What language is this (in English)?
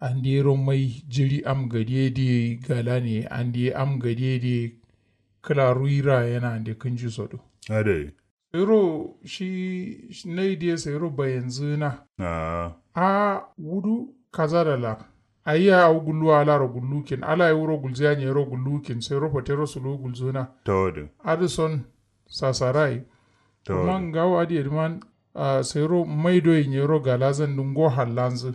Kanuri